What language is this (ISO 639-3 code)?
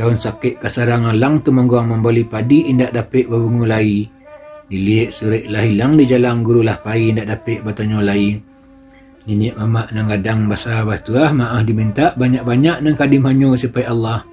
min